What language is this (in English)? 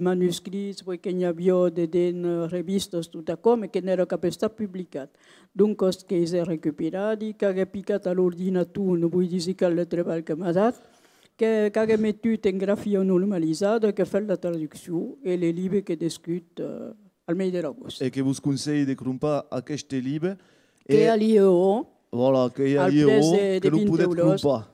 Occitan